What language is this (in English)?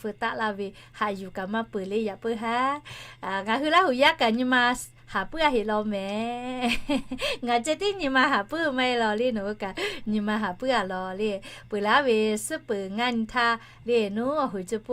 Lahu